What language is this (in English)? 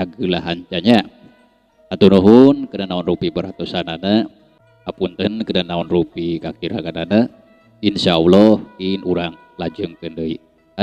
Sundanese